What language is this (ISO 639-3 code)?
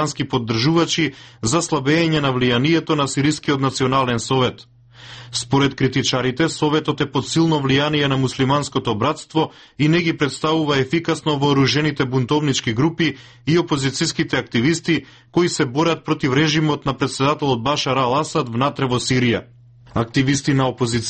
mkd